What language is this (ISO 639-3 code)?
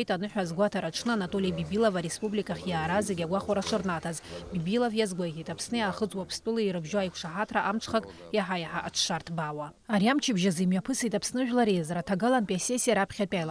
abk